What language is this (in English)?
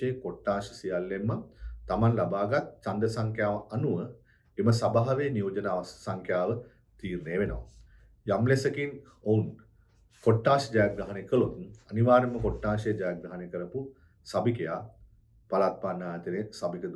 Sinhala